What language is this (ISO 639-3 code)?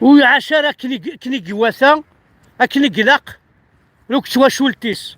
kab